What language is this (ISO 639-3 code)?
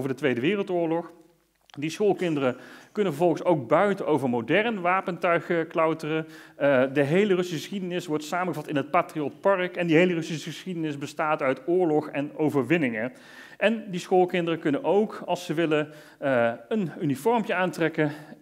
nld